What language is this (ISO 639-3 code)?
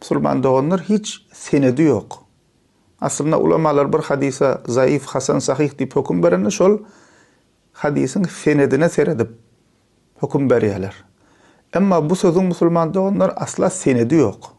tuk